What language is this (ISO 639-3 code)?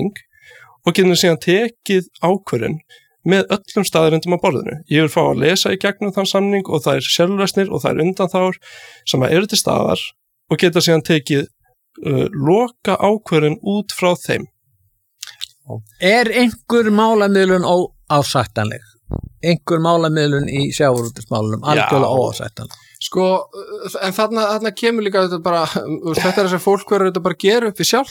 isl